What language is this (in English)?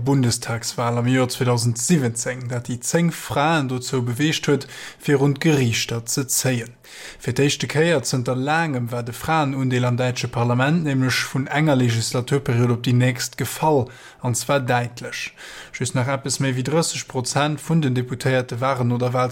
Luxembourgish